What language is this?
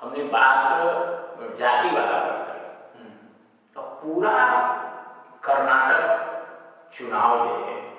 Magahi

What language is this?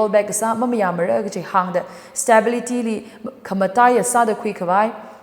Tangkhul Naga (India)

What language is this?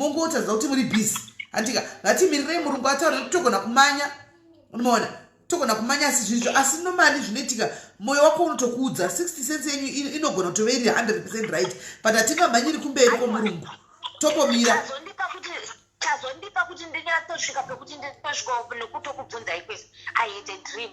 Shona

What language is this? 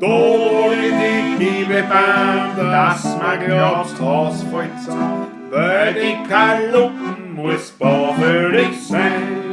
Bavarian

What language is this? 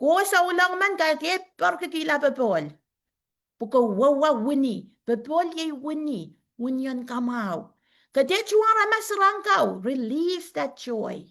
Pohnpeian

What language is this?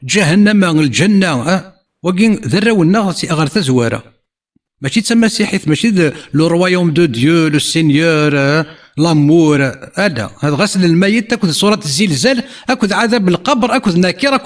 Kabyle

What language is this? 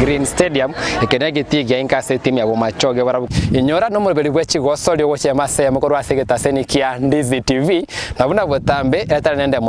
Gusii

